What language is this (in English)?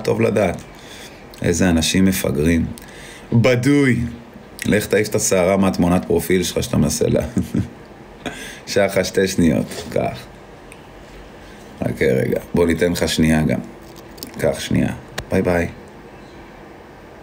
Hebrew